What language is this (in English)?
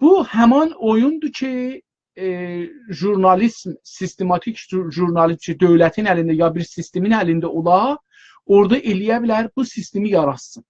South Azerbaijani